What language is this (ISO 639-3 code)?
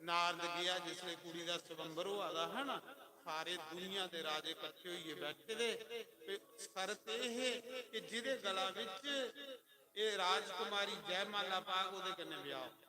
doi